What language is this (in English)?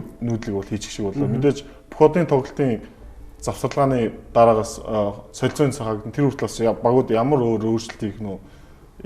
Mongolian